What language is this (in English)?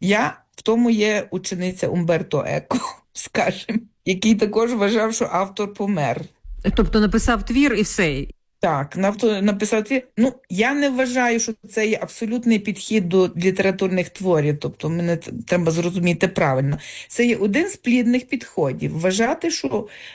Ukrainian